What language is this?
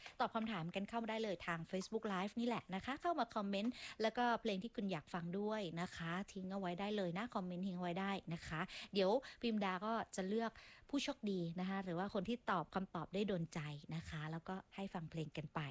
Thai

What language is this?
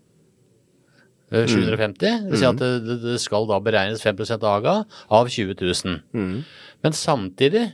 Norwegian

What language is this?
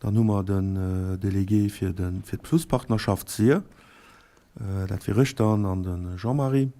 Luxembourgish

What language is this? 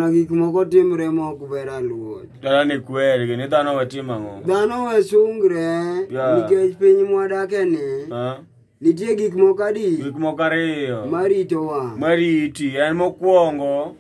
Luo (Kenya and Tanzania)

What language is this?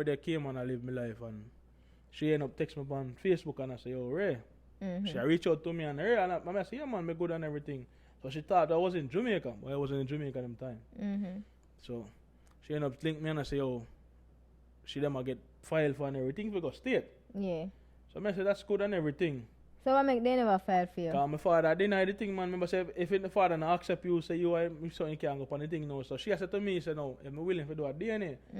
Jamaican Creole English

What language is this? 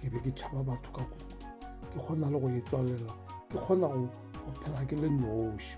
Northern Sotho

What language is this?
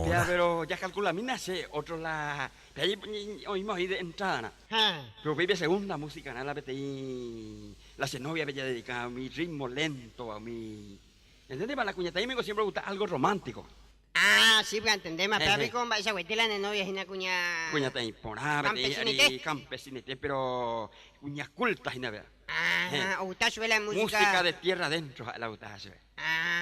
Guarani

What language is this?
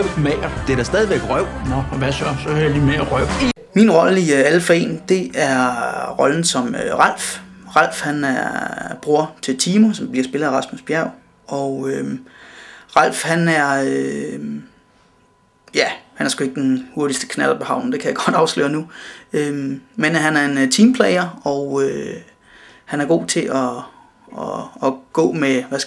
Danish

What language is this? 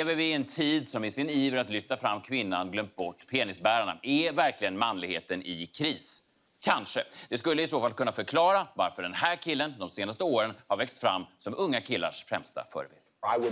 Swedish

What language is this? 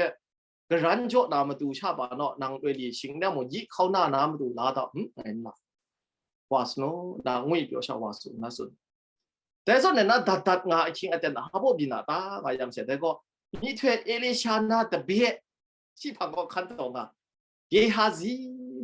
Kachin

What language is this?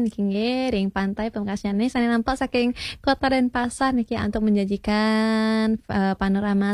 Balinese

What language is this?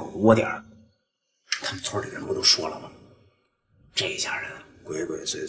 Chinese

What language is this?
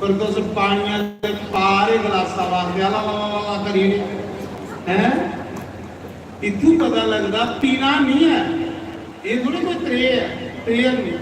Dogri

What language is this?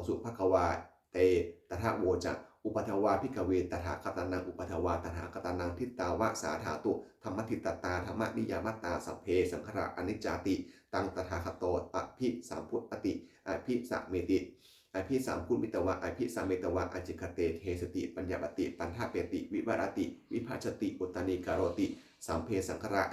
Pali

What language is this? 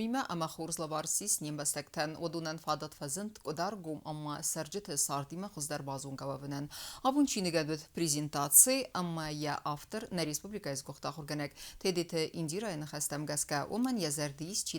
Ossetic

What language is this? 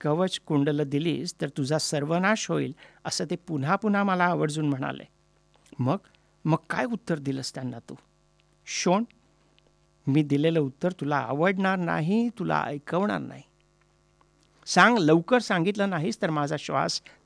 Marathi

